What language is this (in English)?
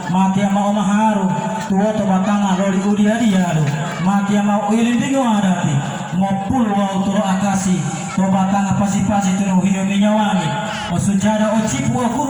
Gorontalo